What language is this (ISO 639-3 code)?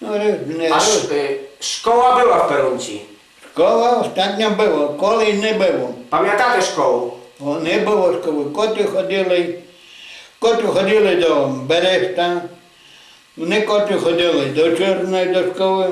rue